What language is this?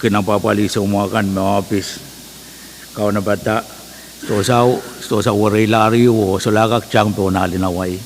Pohnpeian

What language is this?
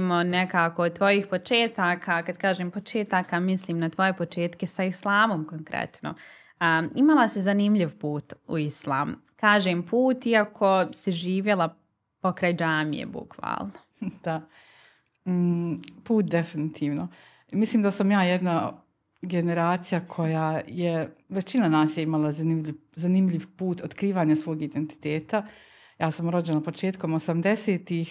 Bosnian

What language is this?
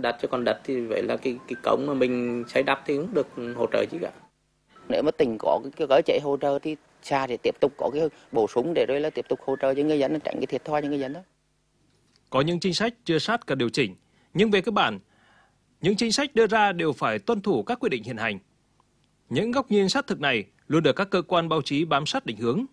Vietnamese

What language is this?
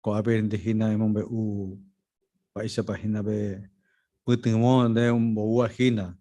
Guarani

